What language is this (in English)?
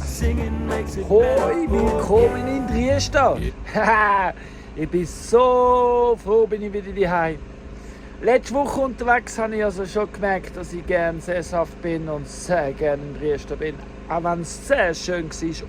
Swiss German